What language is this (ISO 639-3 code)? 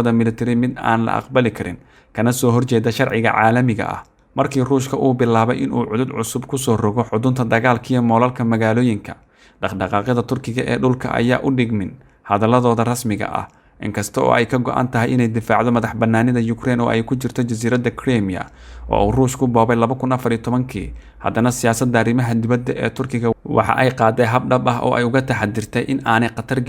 som